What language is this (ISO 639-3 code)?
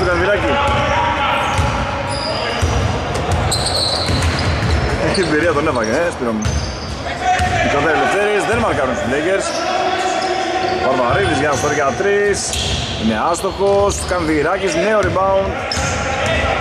ell